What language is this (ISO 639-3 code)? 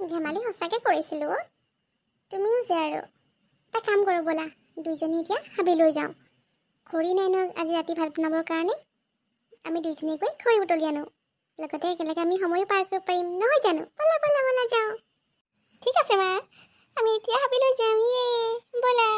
asm